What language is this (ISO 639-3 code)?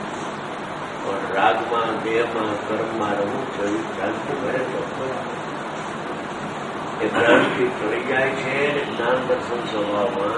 guj